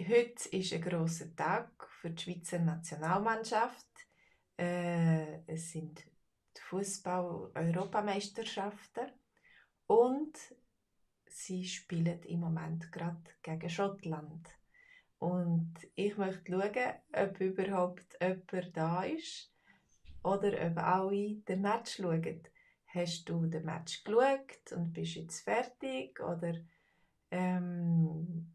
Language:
Swiss German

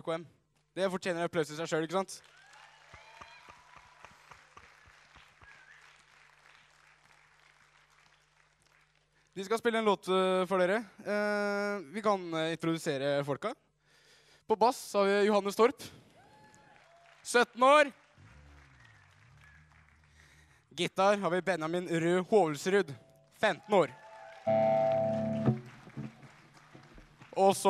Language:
Norwegian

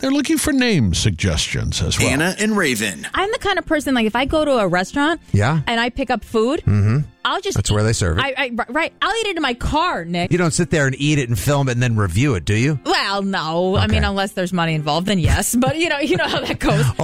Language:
English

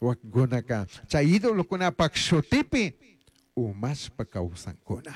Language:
Chimborazo Highland Quichua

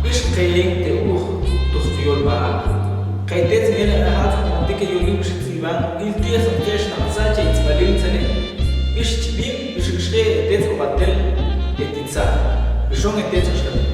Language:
Tektiteko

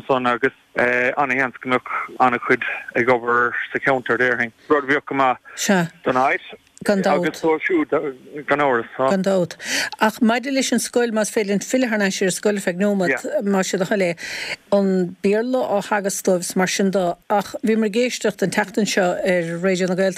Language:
Irish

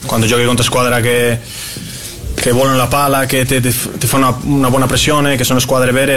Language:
Italian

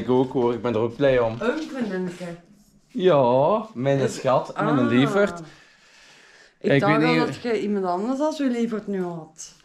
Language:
Dutch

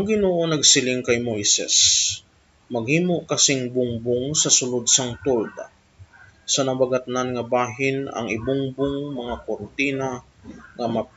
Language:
Hiligaynon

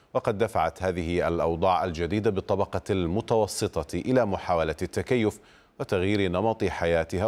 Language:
Arabic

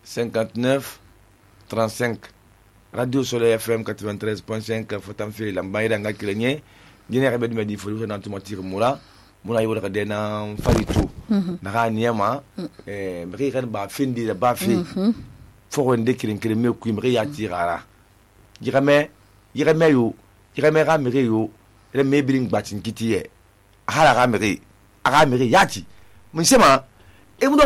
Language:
Susu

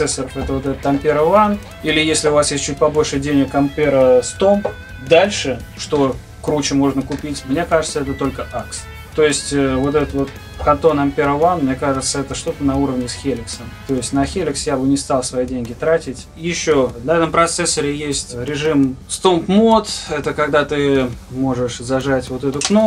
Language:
Russian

